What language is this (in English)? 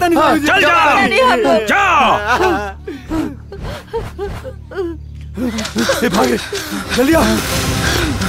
Bhojpuri